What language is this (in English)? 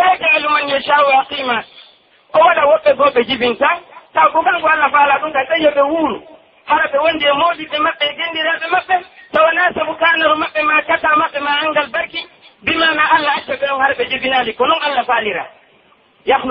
Pular